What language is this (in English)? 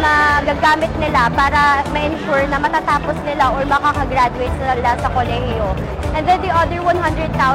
Filipino